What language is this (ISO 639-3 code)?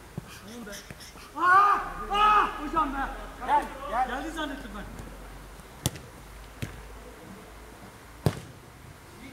tur